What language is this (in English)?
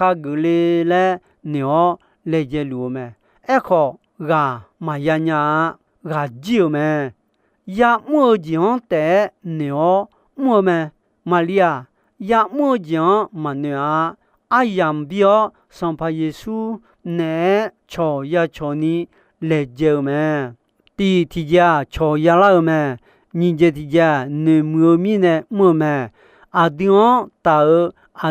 Akha